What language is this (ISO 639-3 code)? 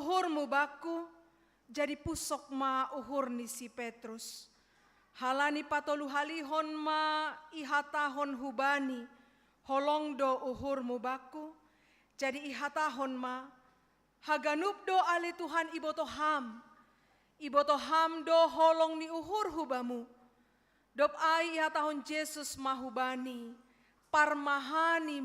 bts